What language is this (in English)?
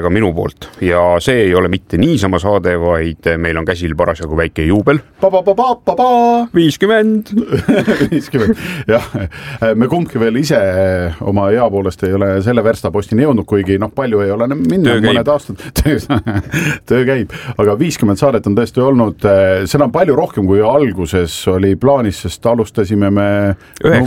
Estonian